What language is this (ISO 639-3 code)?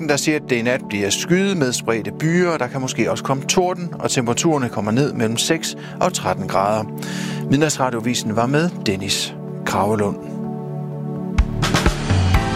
dan